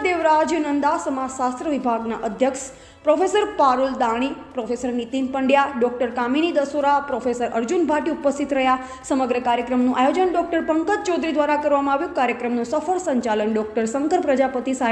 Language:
Gujarati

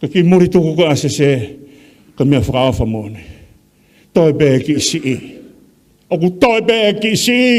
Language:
Tongan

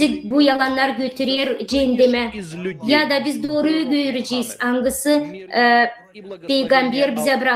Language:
Gagauz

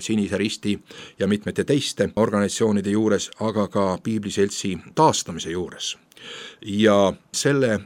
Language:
Estonian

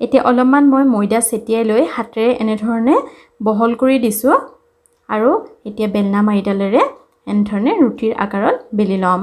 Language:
Assamese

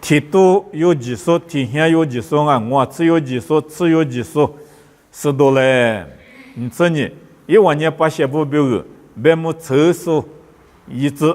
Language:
Lisu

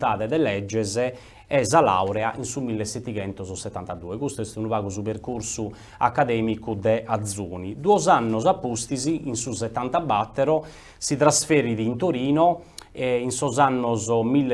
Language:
Sardinian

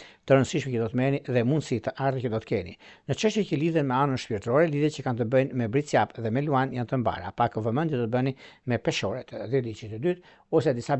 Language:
Albanian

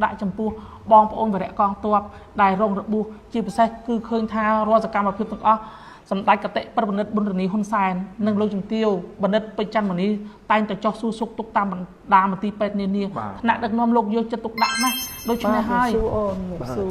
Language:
Khmer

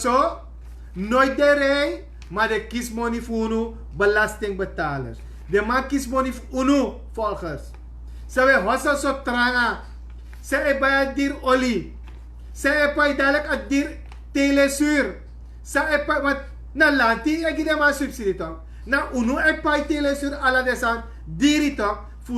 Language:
Sranan Tongo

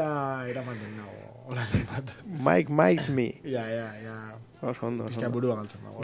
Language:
Basque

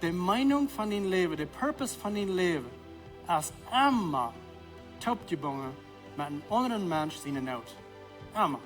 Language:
Plautdietsch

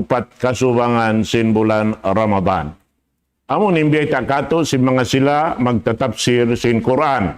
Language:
Tausug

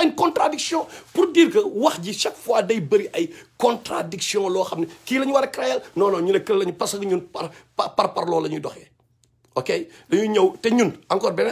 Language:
Wolof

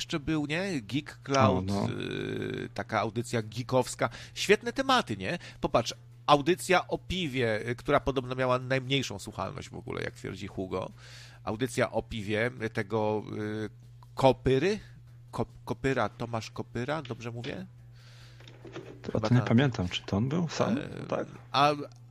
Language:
Polish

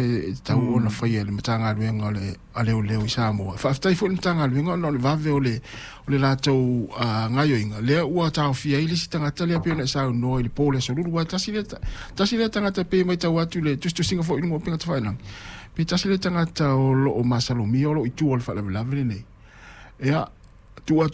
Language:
Samoan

